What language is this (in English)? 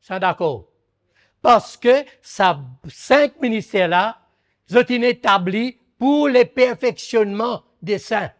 Morisyen